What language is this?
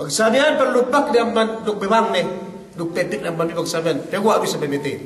Yakan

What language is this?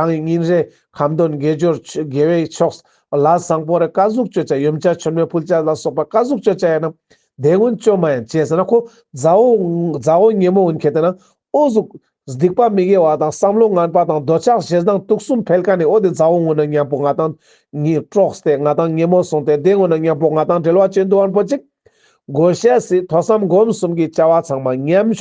Ladakhi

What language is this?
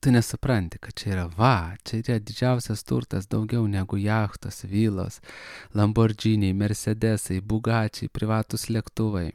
Lithuanian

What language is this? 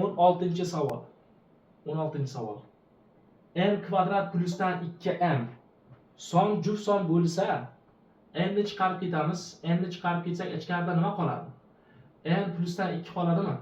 Uzbek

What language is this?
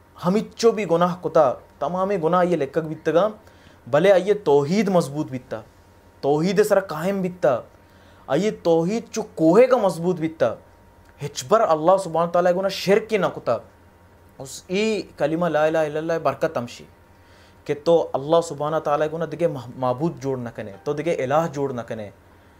Baluchi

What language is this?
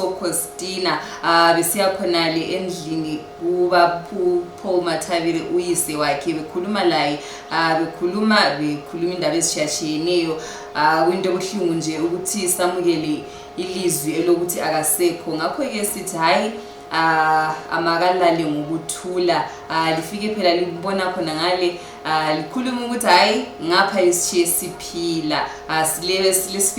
Shona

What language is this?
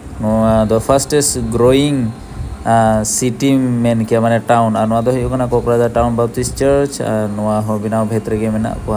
Santali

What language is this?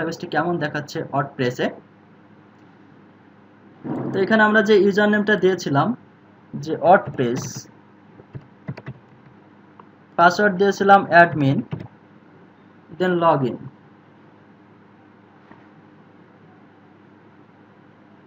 Bangla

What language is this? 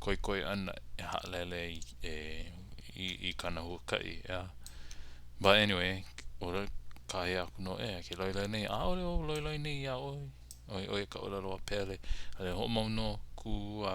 Hawaiian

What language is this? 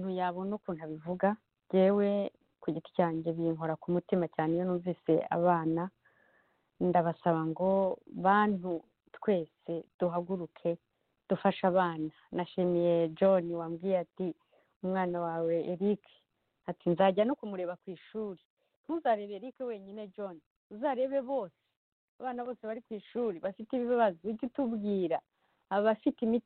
Kinyarwanda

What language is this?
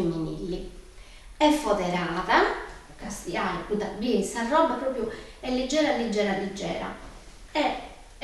Sardinian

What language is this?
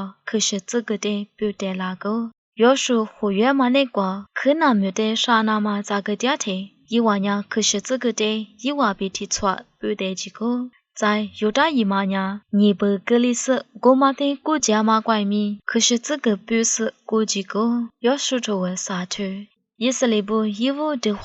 Lisu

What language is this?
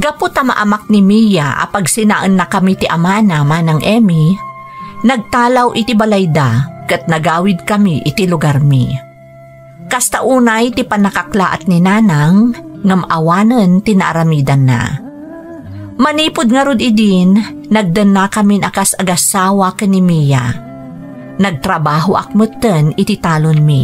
Iloko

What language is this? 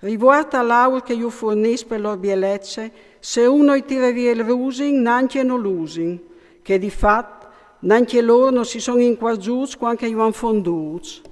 Friulian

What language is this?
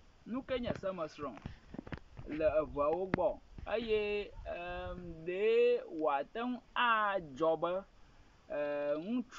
Ewe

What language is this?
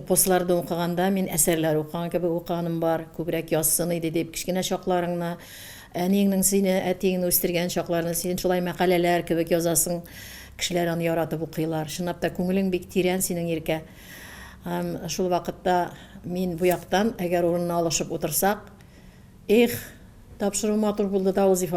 Tatar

